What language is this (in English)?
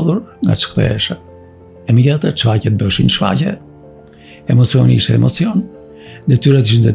Albanian